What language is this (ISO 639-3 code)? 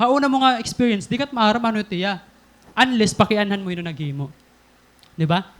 war